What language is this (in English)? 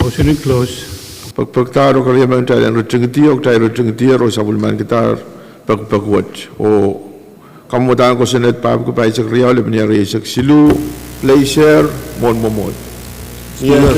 Pohnpeian